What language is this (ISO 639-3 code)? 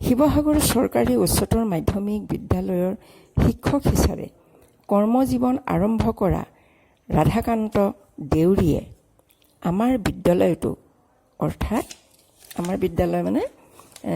asm